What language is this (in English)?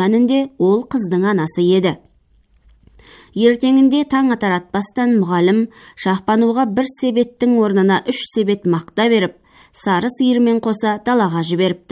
Kazakh